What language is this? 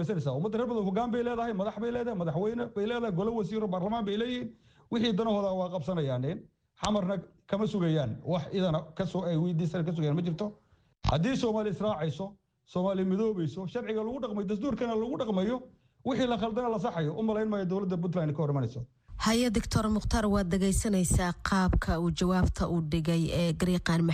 Somali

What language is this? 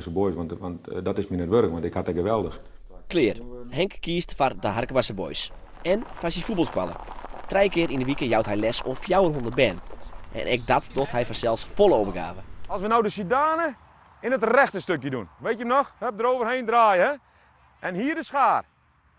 Western Frisian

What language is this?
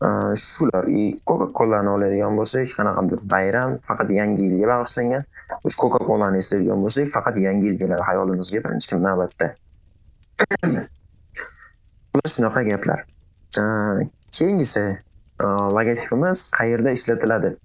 Uzbek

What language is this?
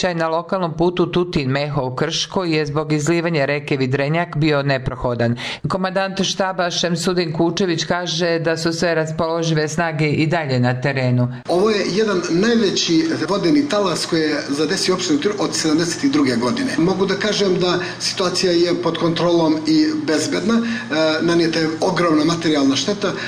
Serbian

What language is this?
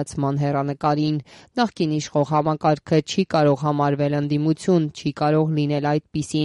Armenian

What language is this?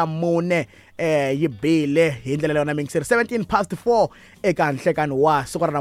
Tsonga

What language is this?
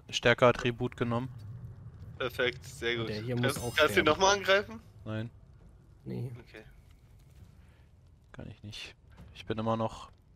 German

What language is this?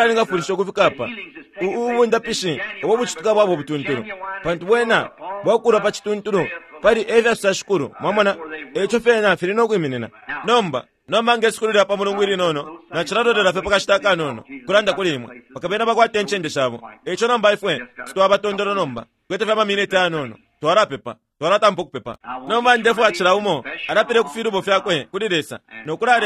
Bemba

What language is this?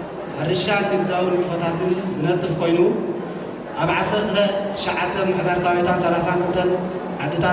Tigrinya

